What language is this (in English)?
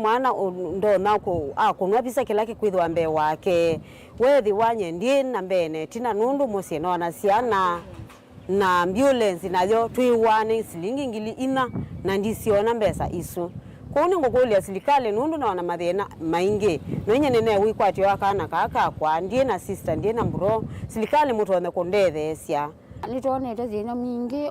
Kamba